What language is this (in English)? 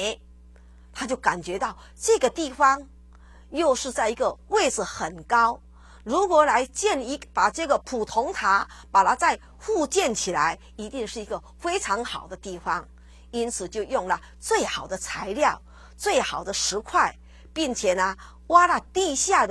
Chinese